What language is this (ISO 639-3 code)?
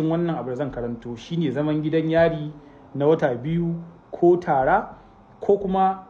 hau